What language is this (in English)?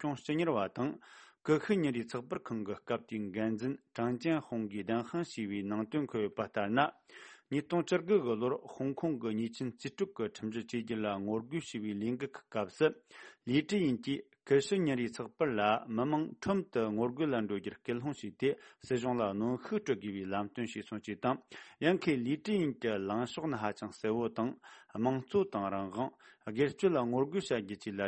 Tibetan